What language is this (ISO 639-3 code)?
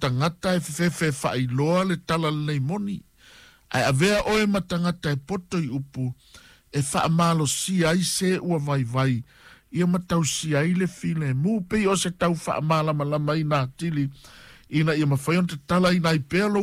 smo